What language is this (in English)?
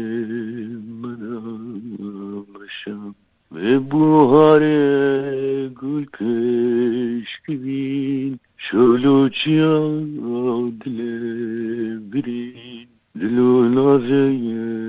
Kurdish